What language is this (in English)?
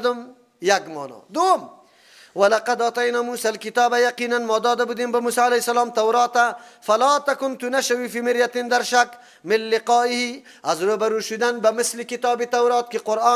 Persian